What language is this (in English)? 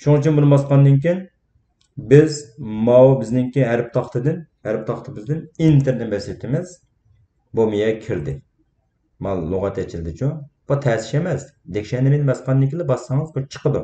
Uyghur